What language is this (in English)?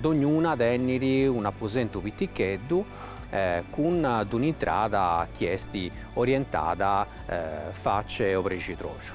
Sardinian